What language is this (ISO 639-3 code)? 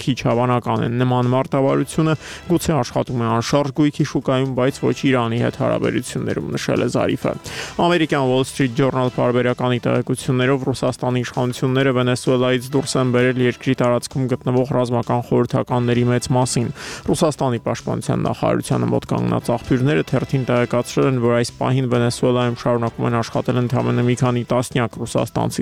hye